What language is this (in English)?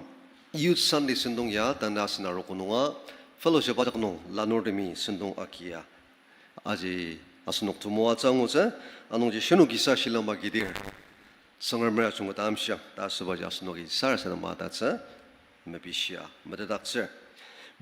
Ao Naga